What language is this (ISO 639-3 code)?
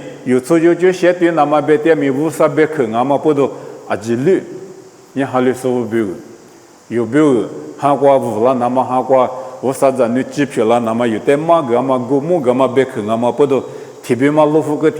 lis